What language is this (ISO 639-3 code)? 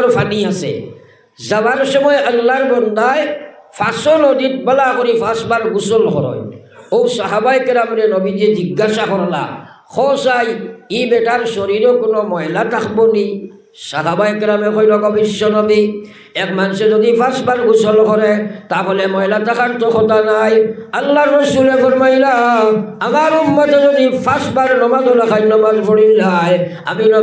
syl